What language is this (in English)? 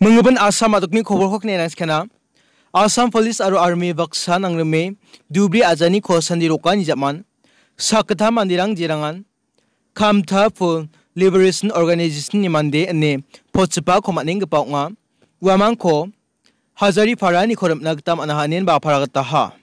Garo